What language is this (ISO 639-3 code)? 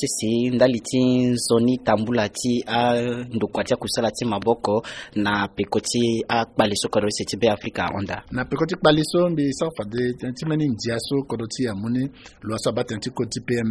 sag